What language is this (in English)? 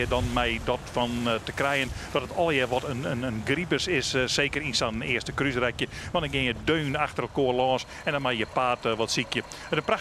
Western Frisian